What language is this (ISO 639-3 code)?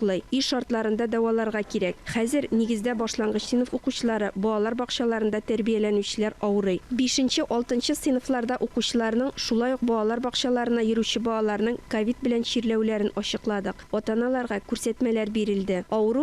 tat